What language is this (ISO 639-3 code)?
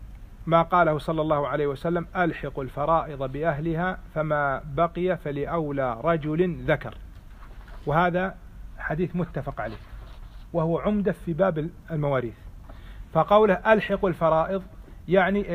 ara